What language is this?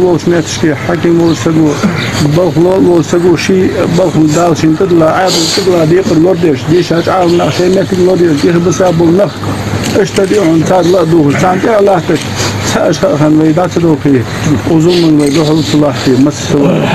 Ingush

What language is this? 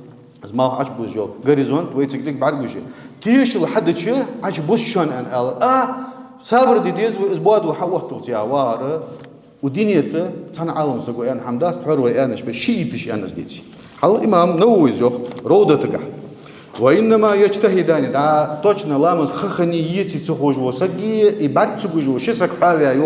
Ingush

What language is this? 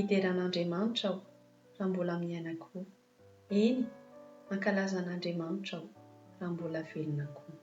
Malagasy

